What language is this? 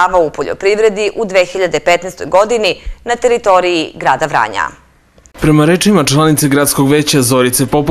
Serbian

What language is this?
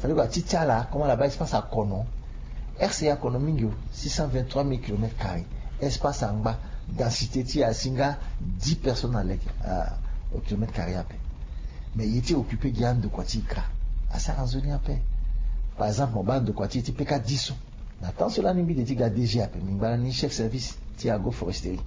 Sango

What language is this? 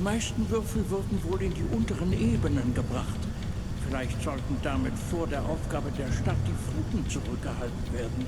Bavarian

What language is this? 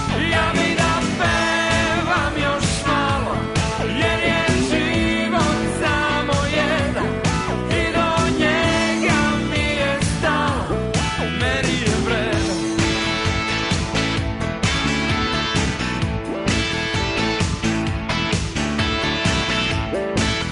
Serbian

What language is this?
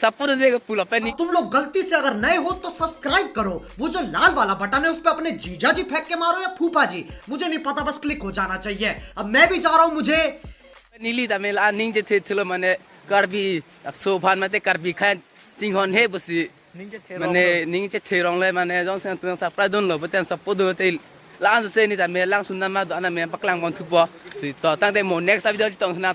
Karbi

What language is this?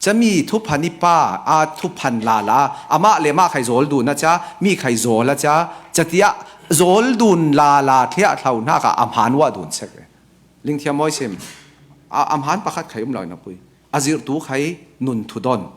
Falam Chin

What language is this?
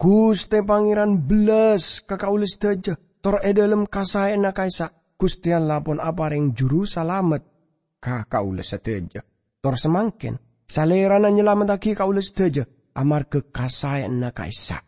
Madurese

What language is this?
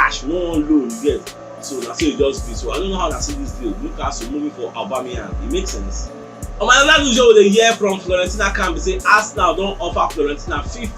Nigerian Pidgin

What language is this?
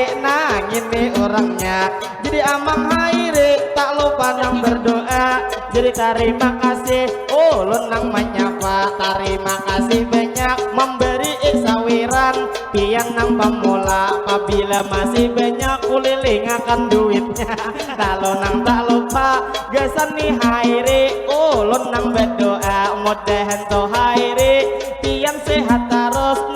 Banjar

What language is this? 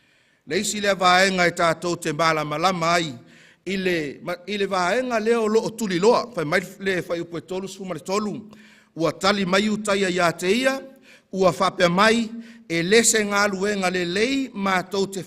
Samoan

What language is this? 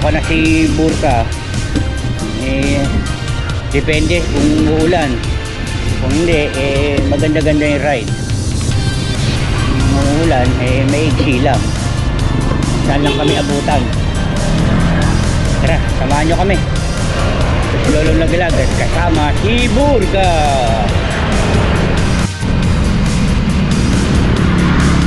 Filipino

